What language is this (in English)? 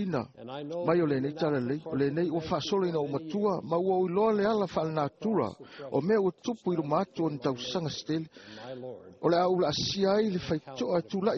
Samoan